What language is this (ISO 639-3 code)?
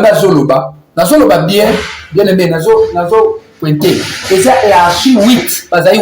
lin